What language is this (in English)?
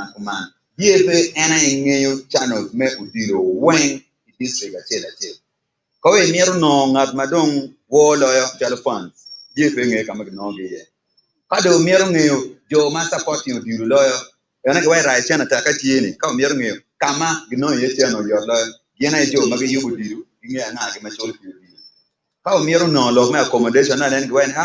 Acoli